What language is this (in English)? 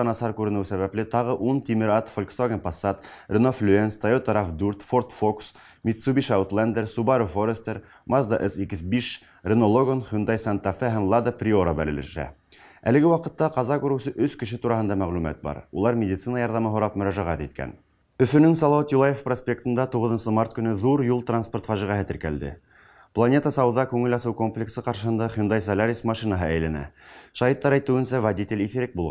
Bashkir